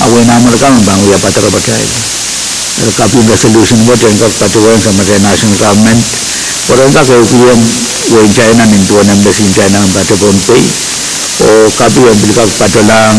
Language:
Pohnpeian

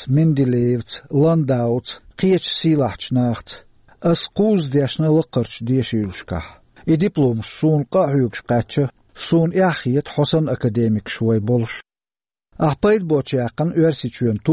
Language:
Chechen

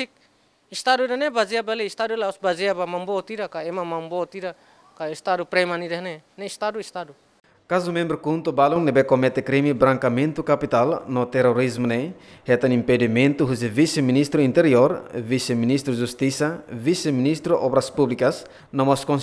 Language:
Tetum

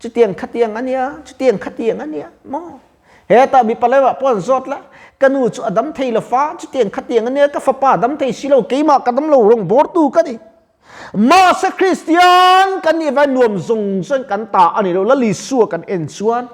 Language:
Mizo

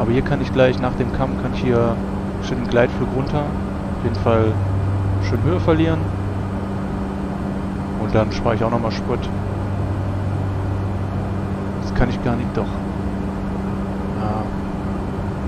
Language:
German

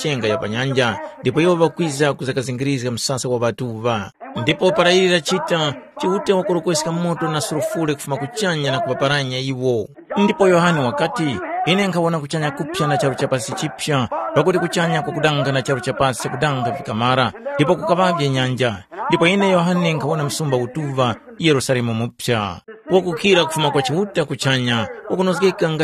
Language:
Tumbuka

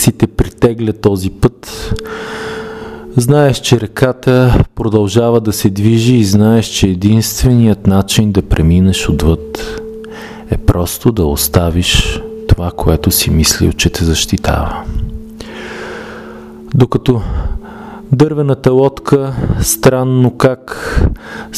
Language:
Bulgarian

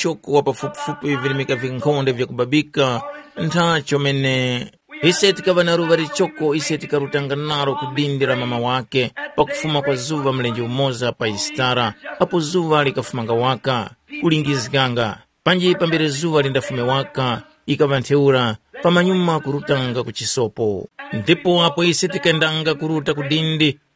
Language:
Tumbuka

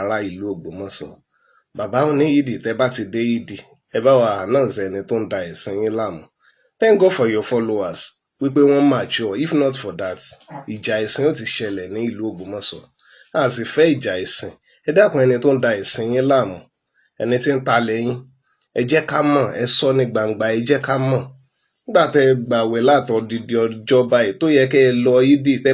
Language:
Yoruba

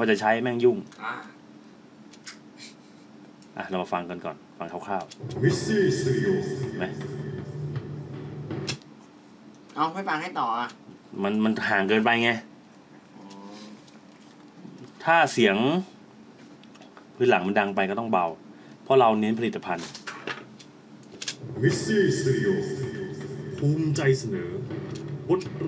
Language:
Thai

